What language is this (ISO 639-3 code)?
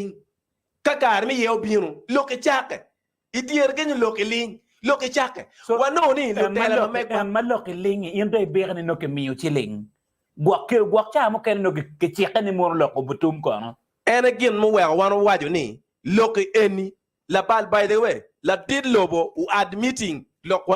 ach